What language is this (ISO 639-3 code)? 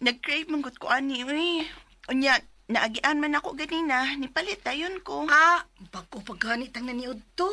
ceb